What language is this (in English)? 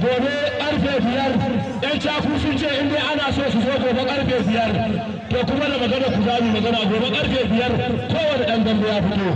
Hausa